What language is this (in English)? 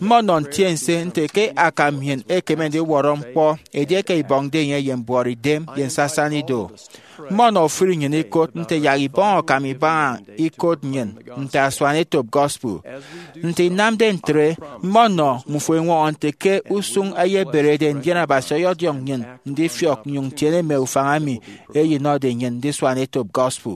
Efik